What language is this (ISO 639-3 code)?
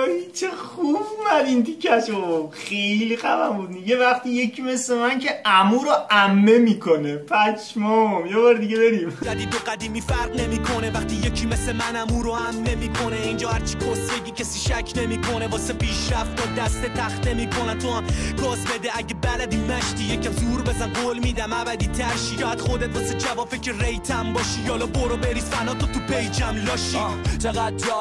fas